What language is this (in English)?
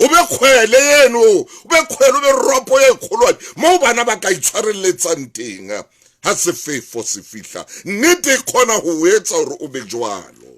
Southern Sotho